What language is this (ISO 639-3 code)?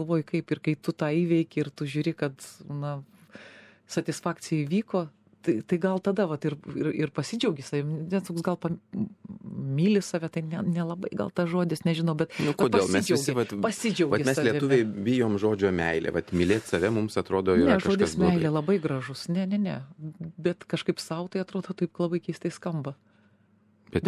lit